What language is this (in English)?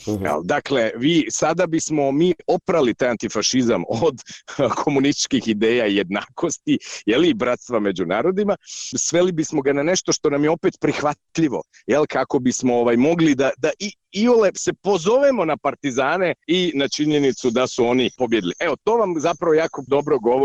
Serbian